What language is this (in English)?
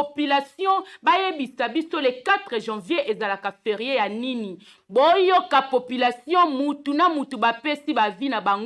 Lingala